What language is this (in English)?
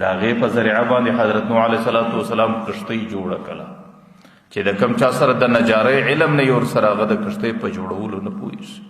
Pashto